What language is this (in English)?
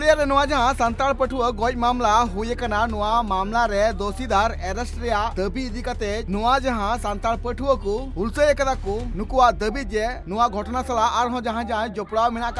Santali